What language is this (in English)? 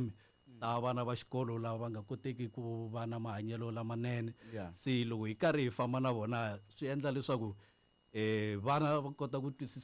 Tsonga